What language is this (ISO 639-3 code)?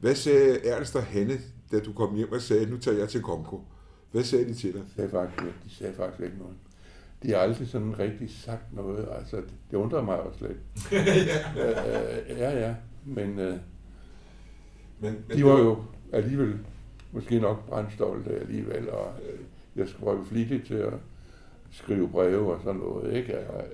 dan